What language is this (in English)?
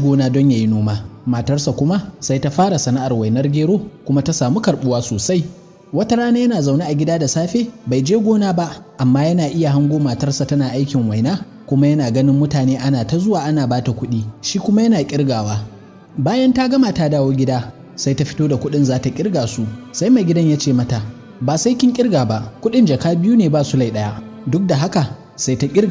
Hausa